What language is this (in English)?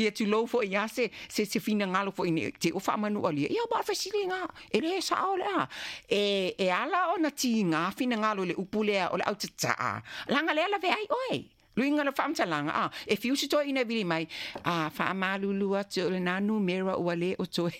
Samoan